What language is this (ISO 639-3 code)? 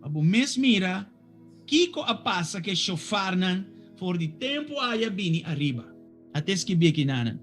pap